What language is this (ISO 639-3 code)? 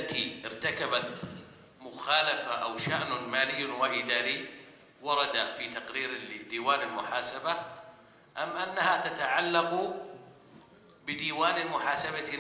ara